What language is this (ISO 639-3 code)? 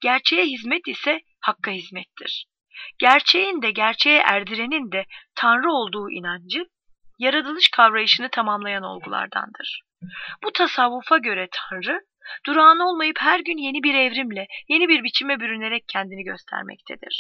tur